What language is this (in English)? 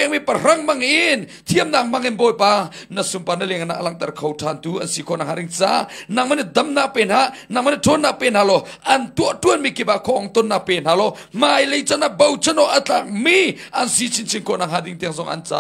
Hakha Chin